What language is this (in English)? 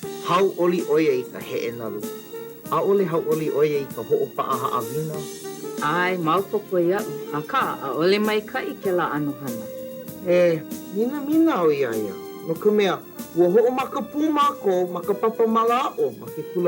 Hawaiian